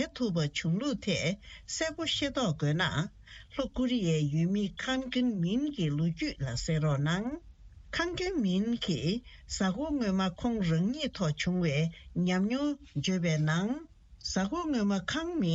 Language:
Tibetan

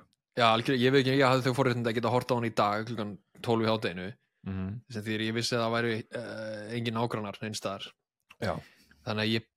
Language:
Icelandic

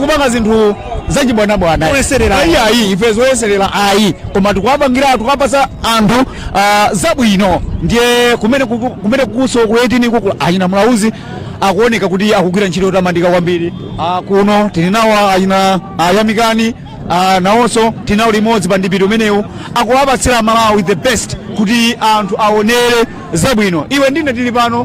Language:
Nyanja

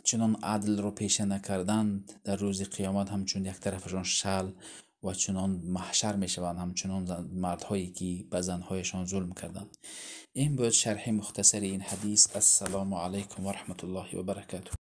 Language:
Tajik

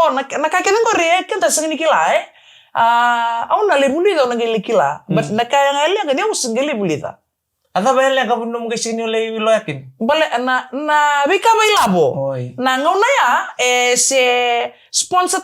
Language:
Fijian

